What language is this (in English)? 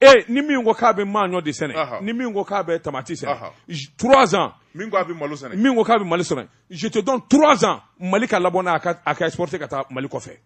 Bambara